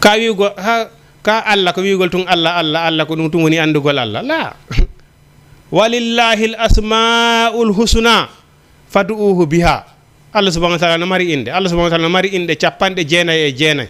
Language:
Fula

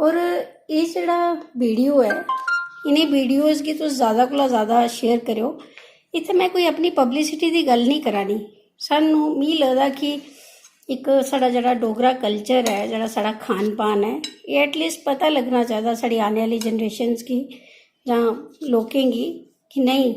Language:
Dogri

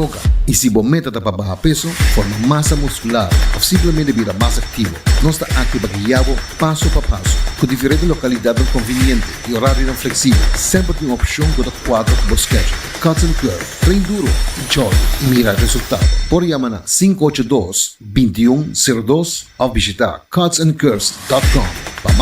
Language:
Papiamento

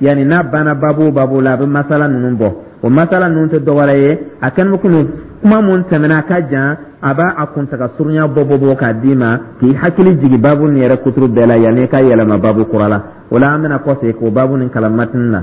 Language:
Dyula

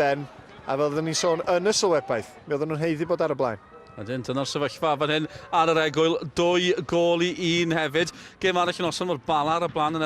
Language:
Welsh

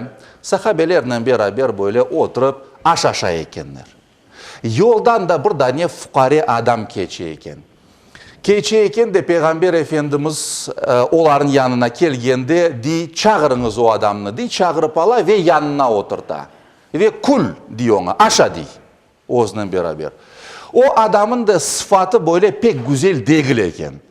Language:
Crimean Tatar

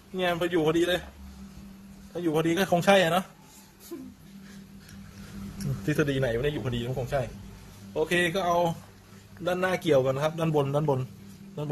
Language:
Thai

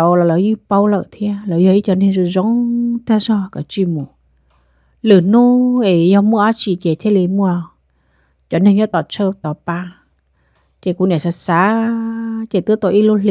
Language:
Hmong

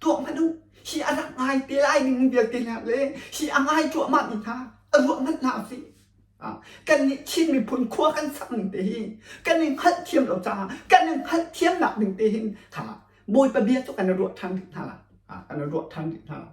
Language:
Hakha Chin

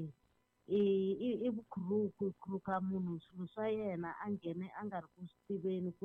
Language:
Tsonga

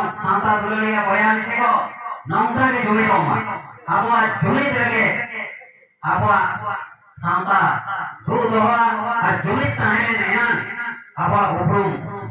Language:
Santali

